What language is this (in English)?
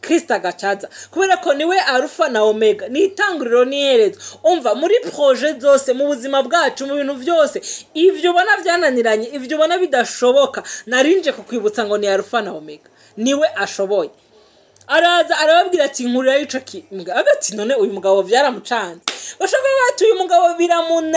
Rundi